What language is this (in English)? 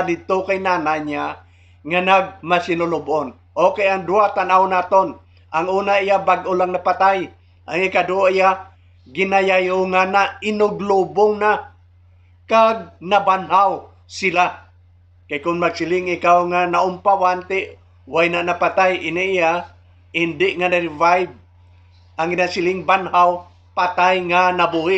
Hiligaynon